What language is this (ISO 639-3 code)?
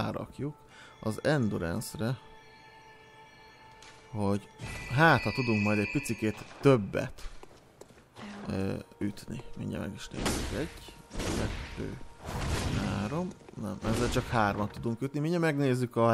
hun